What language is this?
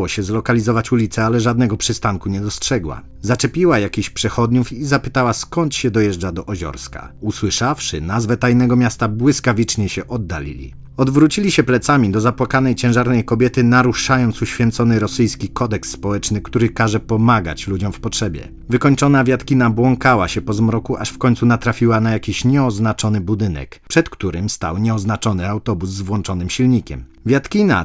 Polish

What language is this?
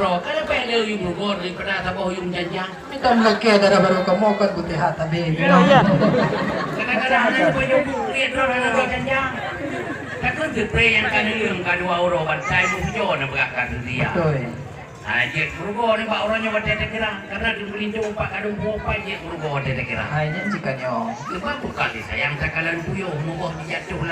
Achinese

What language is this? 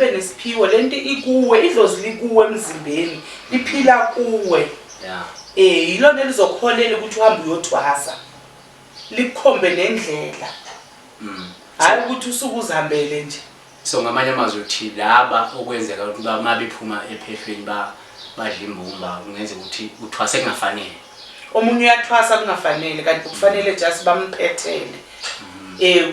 Zulu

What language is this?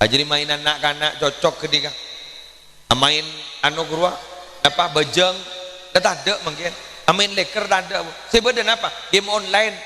Madurese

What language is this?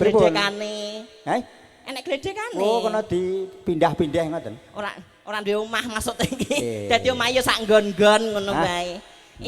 Javanese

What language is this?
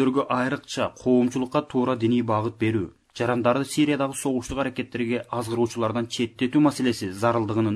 Kyrgyz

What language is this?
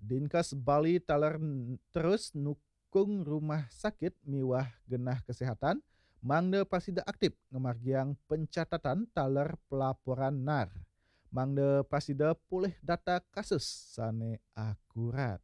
Balinese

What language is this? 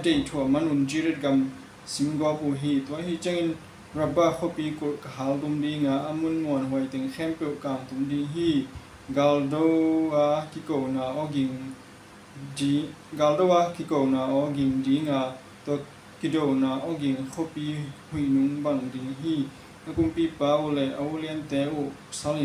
Tedim Chin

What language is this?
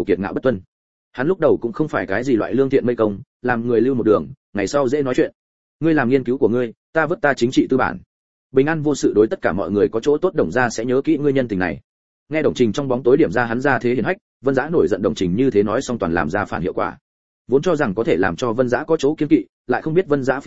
Vietnamese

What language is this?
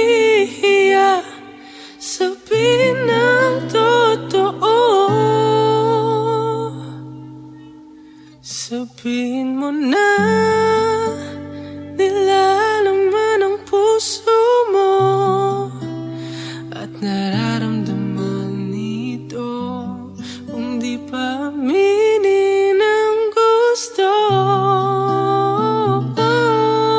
Filipino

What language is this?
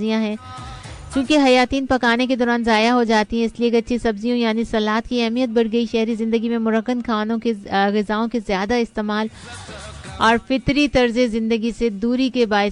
Urdu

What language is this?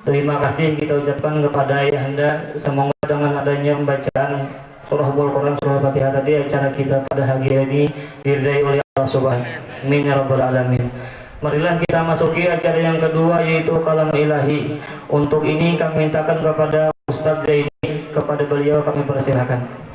Banjar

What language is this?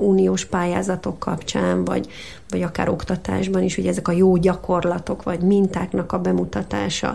Hungarian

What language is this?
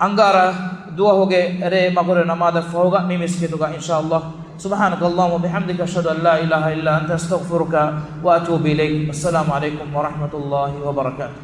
Divehi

